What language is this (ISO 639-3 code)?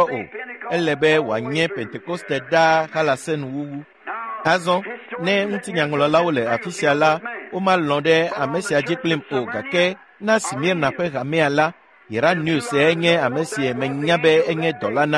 ewe